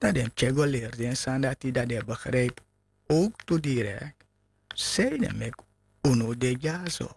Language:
Sranan Tongo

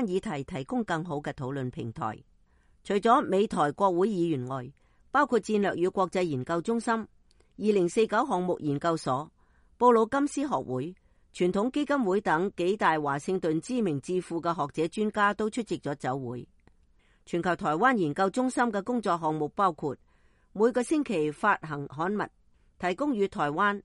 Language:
Cantonese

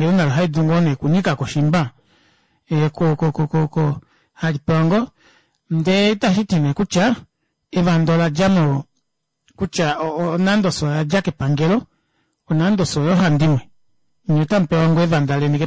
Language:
Kuanyama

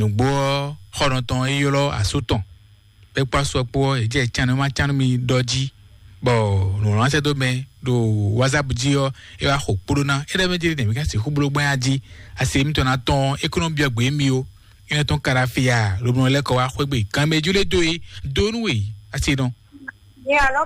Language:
Fon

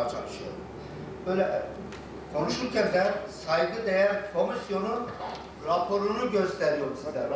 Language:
Turkish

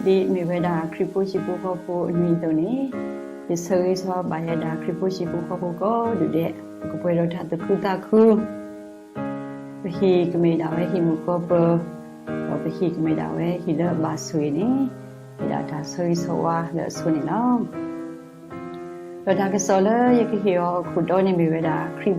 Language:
S'gaw Karen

